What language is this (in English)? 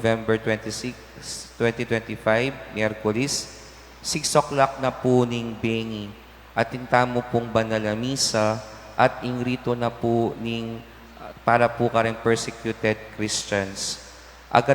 Pampanga